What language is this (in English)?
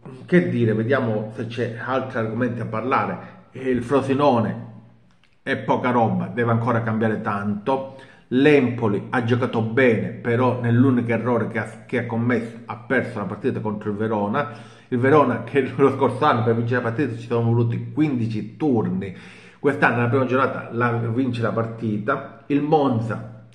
Italian